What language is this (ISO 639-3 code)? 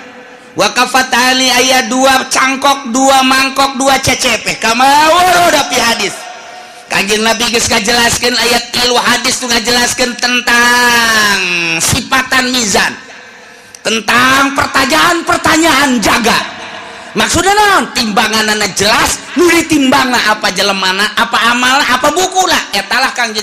sun